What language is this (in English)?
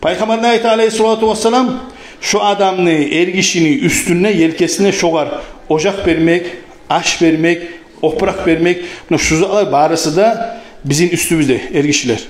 Kumyk